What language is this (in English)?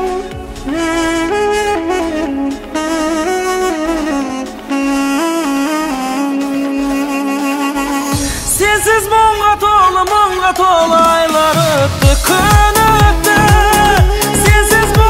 Kazakh